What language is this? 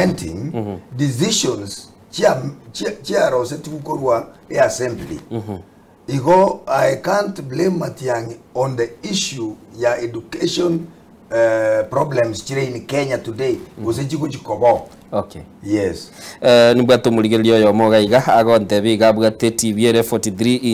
Gusii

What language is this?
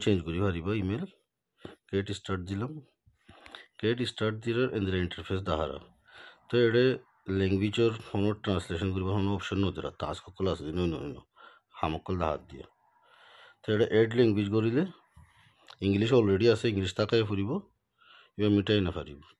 Rohingya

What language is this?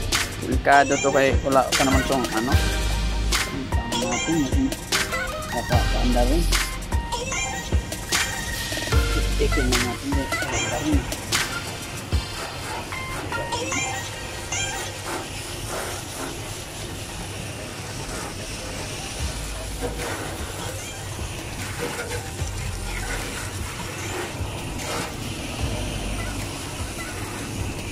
Filipino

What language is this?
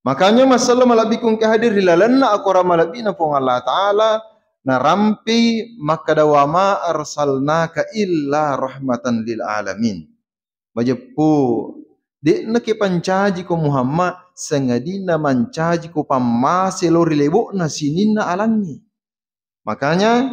Buginese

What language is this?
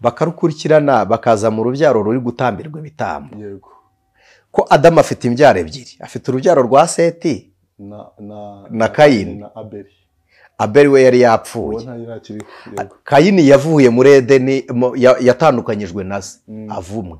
Kinyarwanda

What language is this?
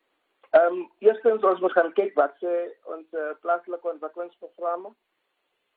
Afrikaans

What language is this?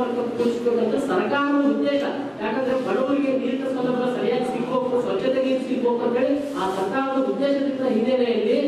Kannada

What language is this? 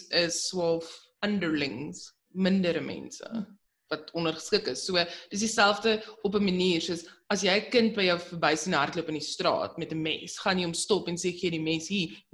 Afrikaans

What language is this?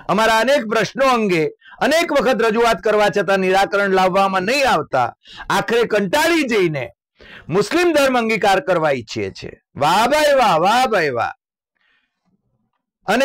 Gujarati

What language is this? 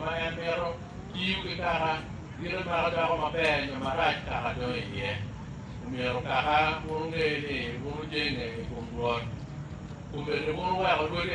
Acoli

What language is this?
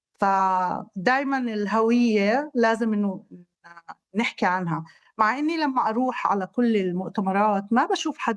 North Levantine Arabic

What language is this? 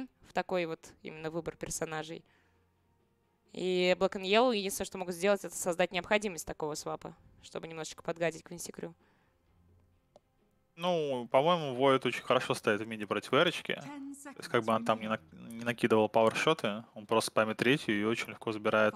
Russian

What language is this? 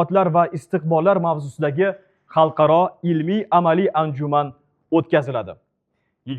Uzbek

